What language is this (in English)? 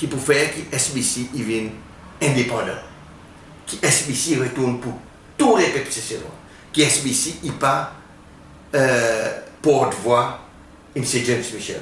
Seselwa Creole French